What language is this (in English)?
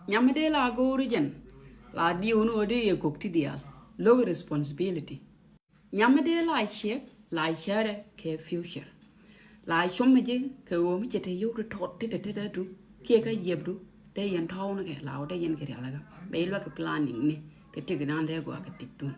Nuer